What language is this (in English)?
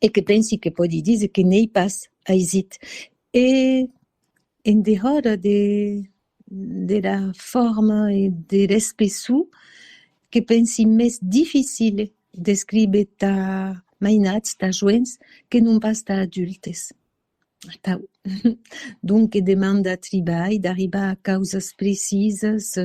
Occitan